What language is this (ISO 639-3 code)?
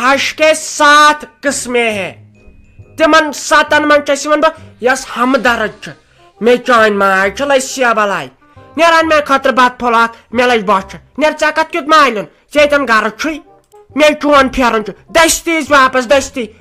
kas